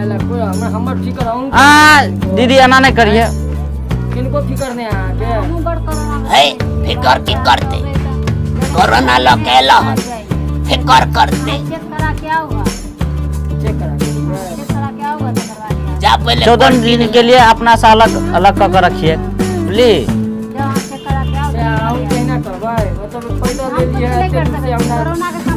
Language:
Maithili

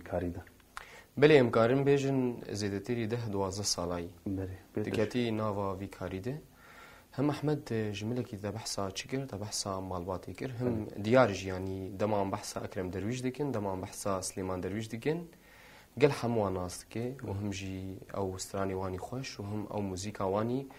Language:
Kurdish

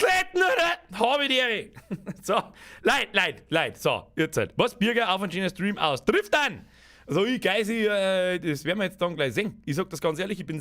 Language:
Bavarian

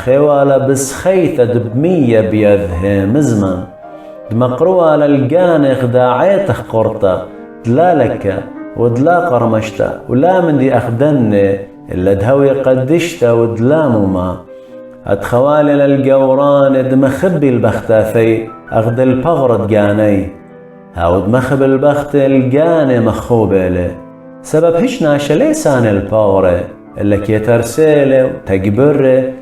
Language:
Assyrian Neo-Aramaic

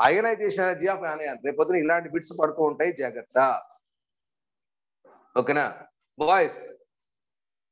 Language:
Telugu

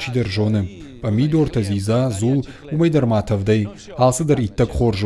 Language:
Ossetic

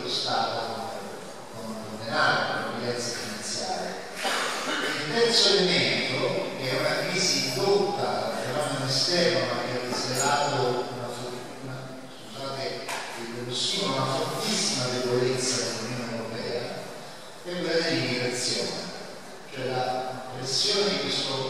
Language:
Italian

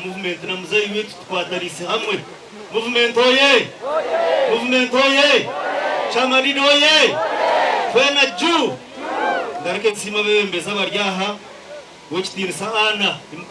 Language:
Nyankole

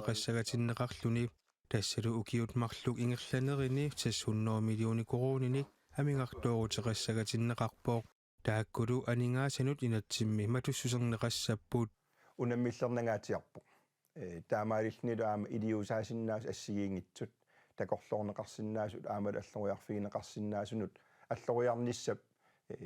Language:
Kalaallisut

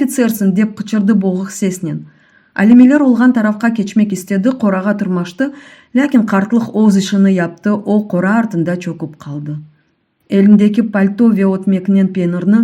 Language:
Crimean Tatar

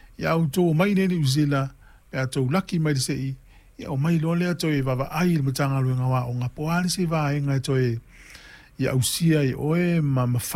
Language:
Samoan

